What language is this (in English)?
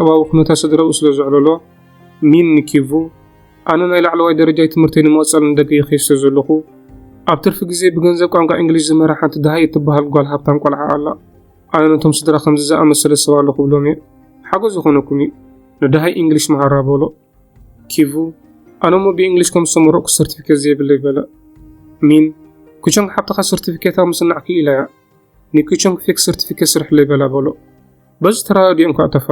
Tigrinya